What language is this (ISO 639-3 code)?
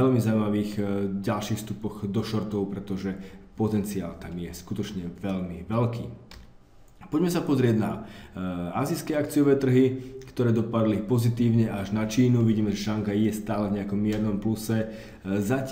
slk